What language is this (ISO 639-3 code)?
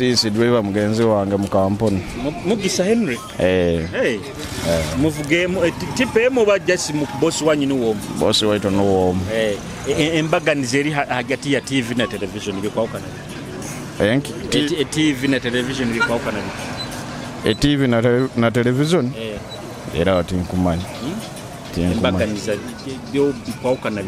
nyo